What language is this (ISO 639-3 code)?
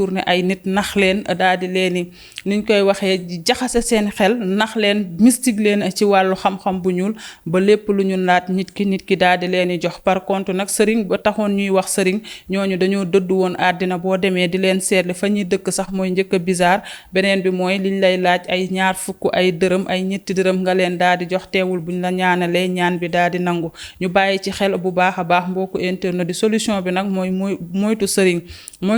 wol